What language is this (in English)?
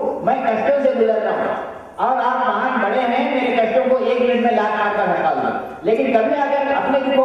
Hindi